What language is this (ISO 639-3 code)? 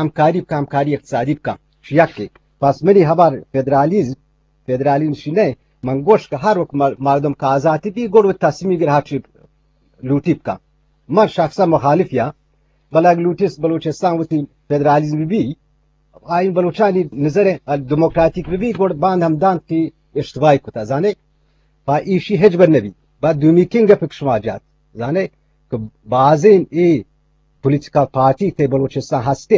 bgp